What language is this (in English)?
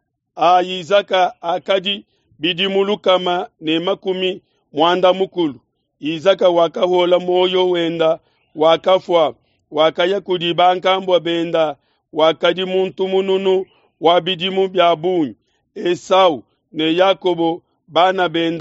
Luba-Lulua